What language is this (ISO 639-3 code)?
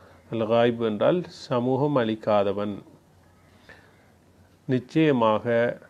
tam